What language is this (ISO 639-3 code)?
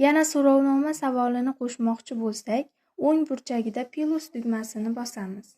uzb